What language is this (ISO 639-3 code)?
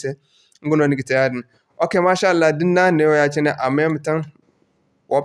dje